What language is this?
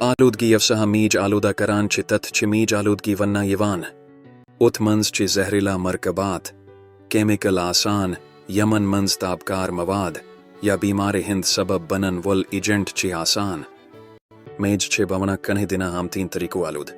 Kashmiri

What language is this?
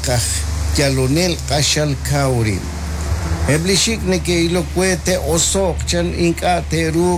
Kekchí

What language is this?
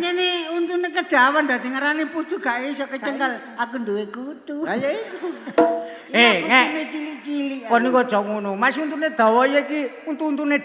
Javanese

